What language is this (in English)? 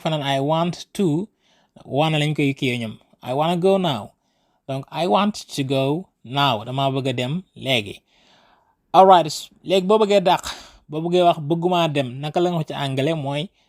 Wolof